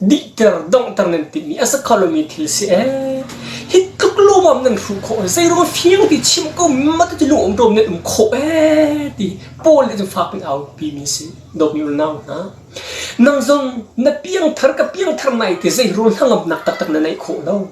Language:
Hakha Chin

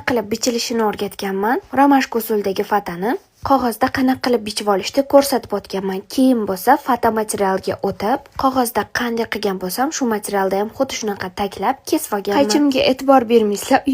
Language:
Uzbek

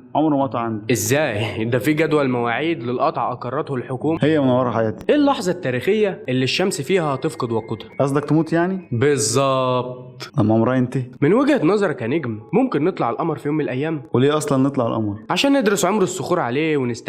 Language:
Egyptian Arabic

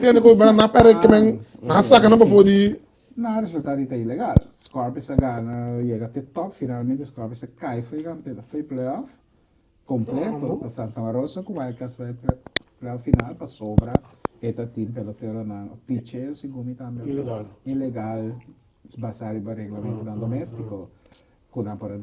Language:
Papiamento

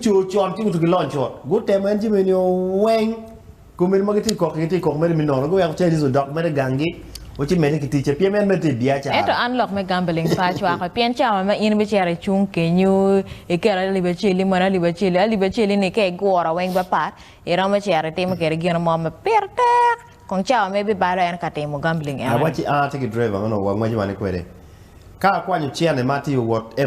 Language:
Acoli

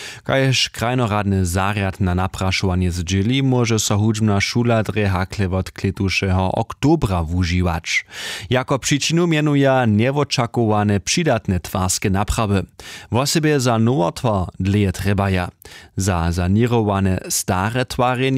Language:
Upper Sorbian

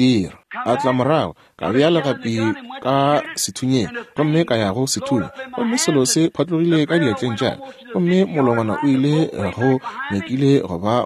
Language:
Northern Sotho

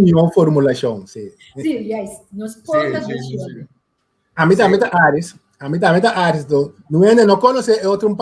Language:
Papiamento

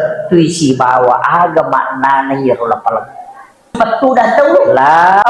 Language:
Buginese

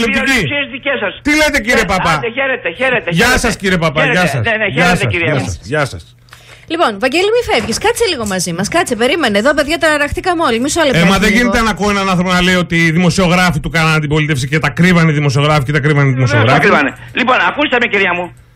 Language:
Greek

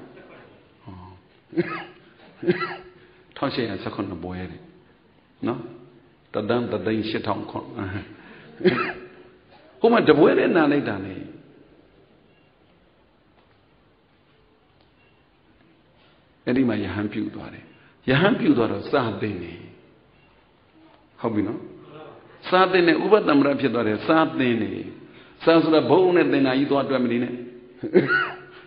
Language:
Burmese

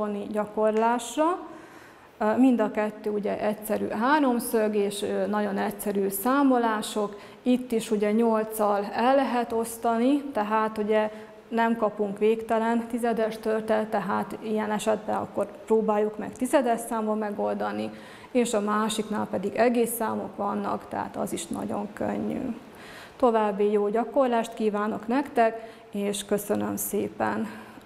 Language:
Hungarian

